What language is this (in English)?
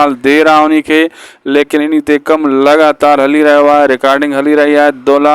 Sindhi